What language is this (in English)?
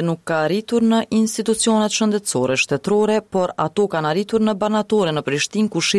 Albanian